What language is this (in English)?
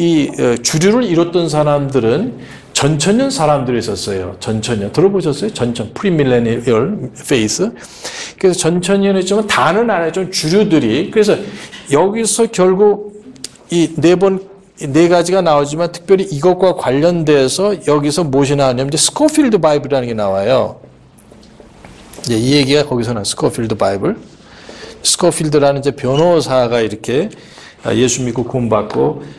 Korean